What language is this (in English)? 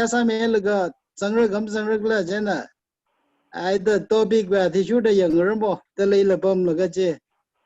Tangkhul Naga (India)